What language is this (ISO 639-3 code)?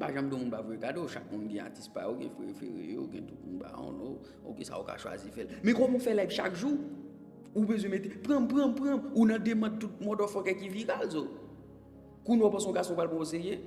hat